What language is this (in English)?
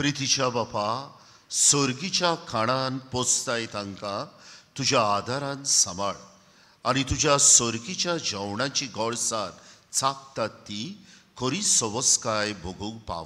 Konkani